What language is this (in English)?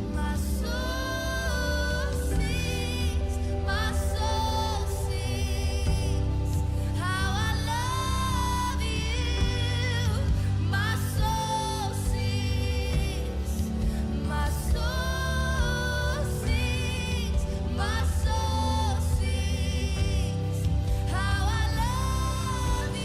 Morisyen